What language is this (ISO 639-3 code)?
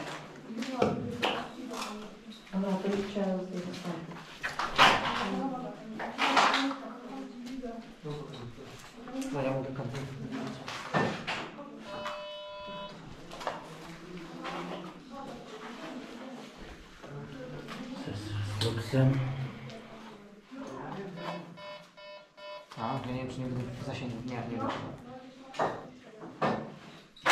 pol